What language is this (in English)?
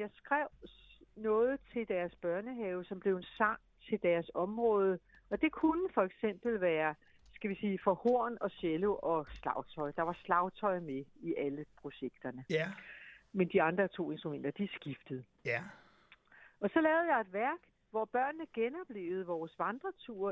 Danish